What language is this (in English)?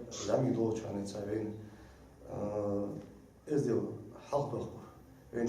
Ingush